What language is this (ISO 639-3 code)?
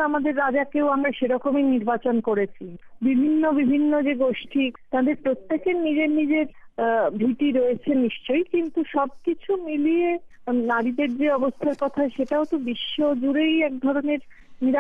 ben